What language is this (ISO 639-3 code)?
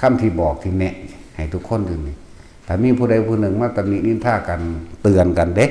tts